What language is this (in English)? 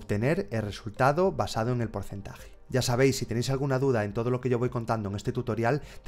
Spanish